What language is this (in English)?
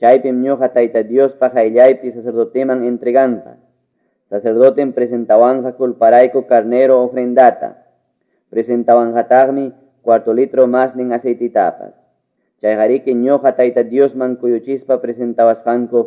Quechua